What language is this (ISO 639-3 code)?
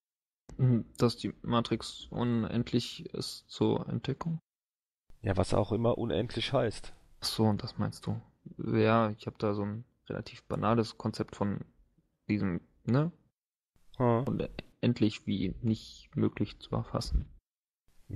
deu